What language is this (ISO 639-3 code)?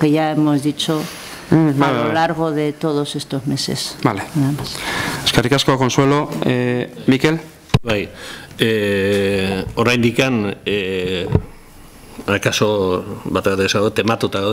eus